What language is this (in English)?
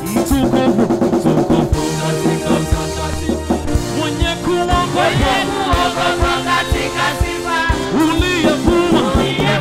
Swahili